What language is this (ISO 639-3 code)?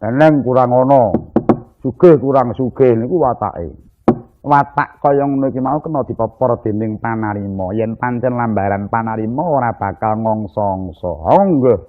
jav